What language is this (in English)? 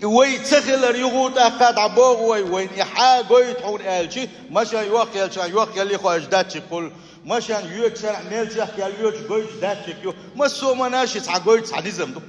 Chechen